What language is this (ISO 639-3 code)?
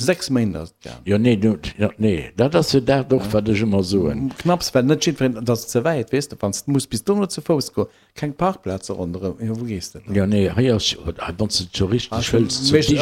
ltz